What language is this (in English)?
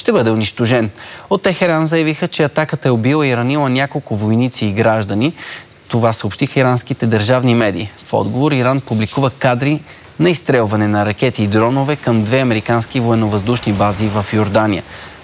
Bulgarian